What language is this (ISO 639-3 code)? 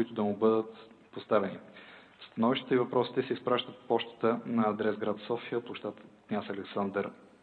bul